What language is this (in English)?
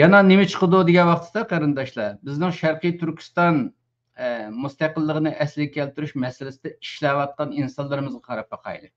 Uyghur